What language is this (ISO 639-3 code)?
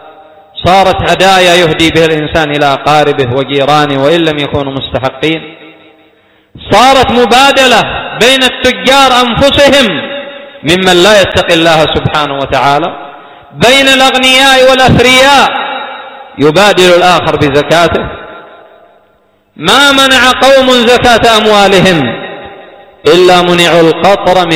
ara